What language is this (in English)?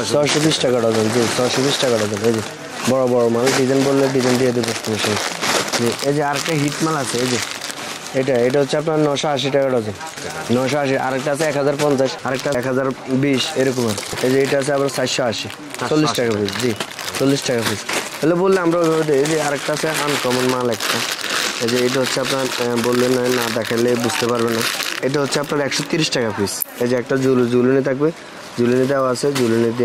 Bangla